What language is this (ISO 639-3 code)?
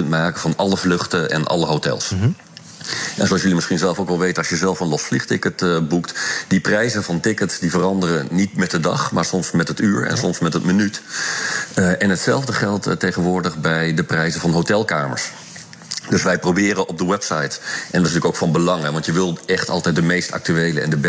nld